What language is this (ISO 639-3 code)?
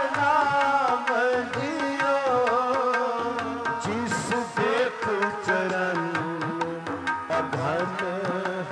pan